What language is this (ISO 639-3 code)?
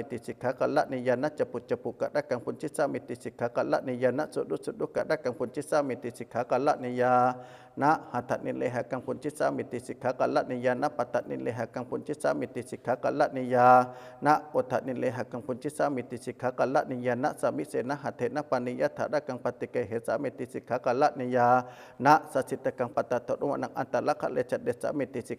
pli